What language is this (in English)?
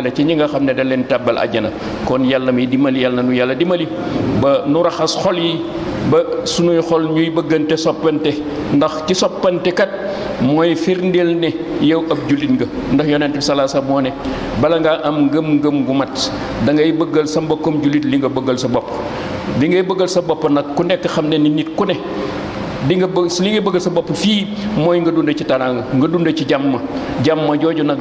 Wolof